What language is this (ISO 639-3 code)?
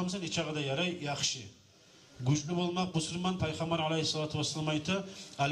kum